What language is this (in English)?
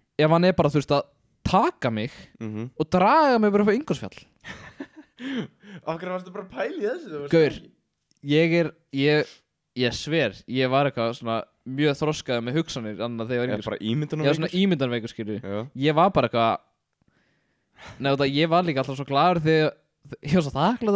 Icelandic